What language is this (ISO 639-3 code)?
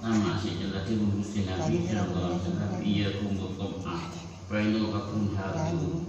mad